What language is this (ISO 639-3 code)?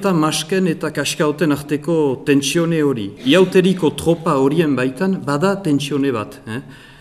eus